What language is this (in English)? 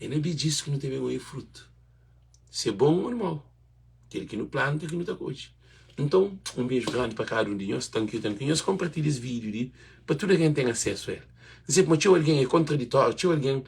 Kabuverdianu